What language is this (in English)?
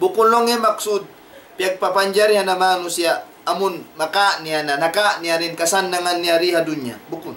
Tausug